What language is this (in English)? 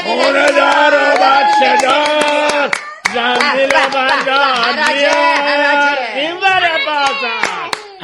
Persian